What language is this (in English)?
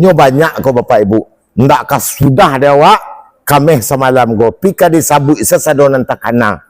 Minangkabau